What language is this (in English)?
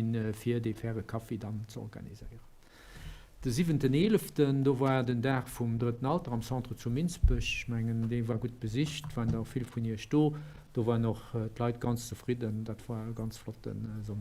Luxembourgish